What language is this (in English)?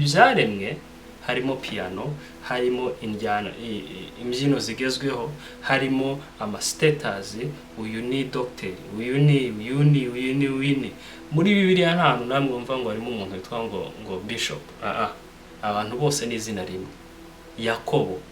Kinyarwanda